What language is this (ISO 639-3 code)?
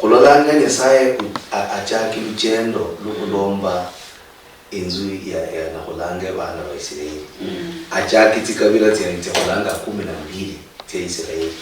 luy